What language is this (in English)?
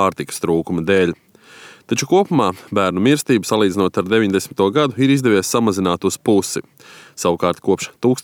Latvian